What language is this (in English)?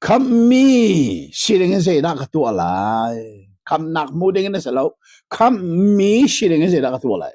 Hakha Chin